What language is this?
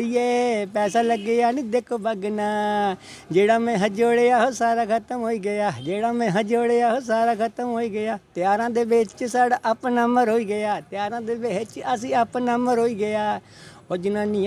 Dogri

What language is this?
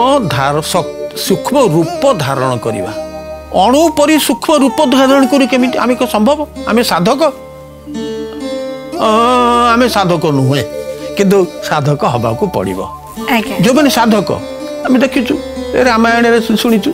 Odia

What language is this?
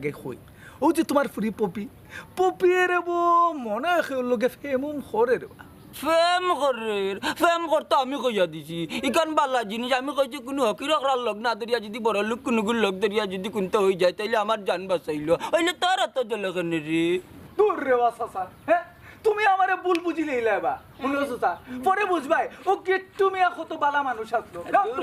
Sylheti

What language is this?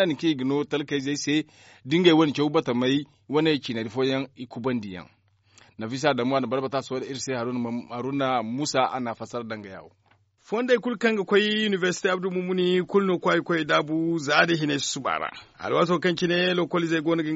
Zarma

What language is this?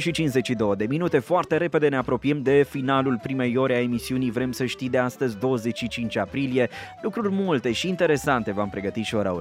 Romanian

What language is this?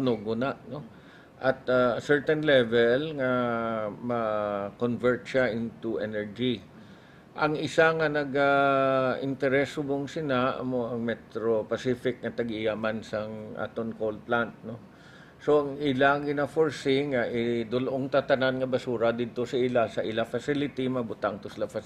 Hiligaynon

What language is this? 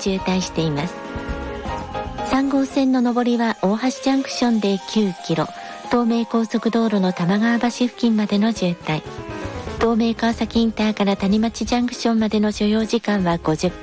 Japanese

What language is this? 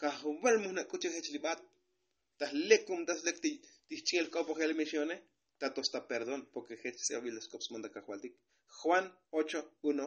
Tzotzil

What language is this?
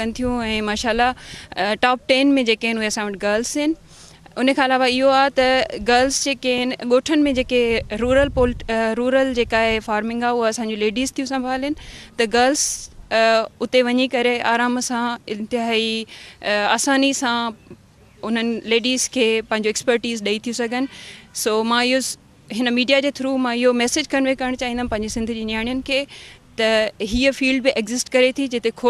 Sindhi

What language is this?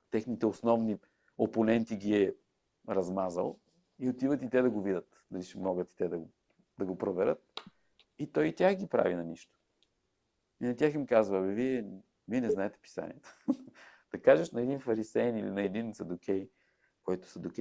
Bulgarian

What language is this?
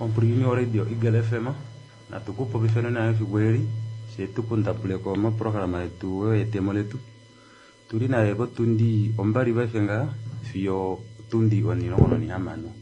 Kuanyama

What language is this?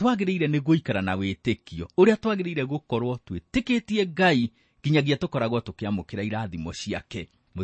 Kikuyu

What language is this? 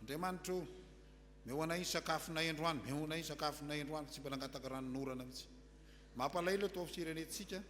Malagasy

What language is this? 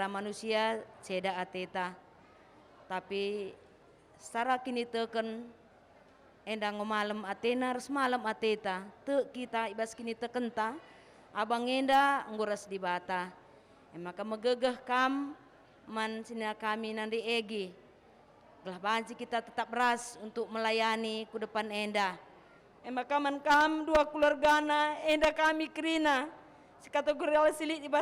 Batak Karo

